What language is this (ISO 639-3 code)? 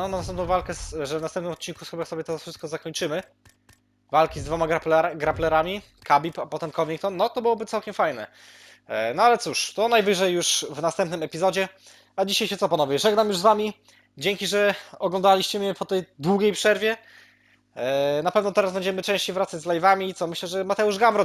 pol